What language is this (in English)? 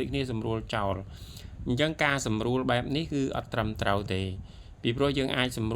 Khmer